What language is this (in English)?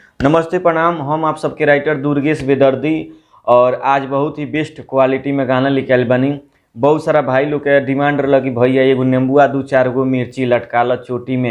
Bhojpuri